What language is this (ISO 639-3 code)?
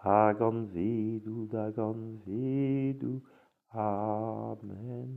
bre